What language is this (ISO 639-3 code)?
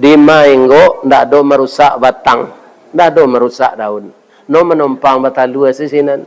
min